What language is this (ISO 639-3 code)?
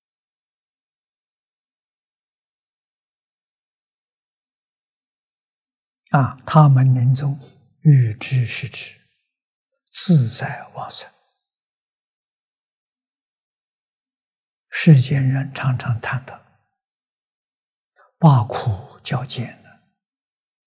zho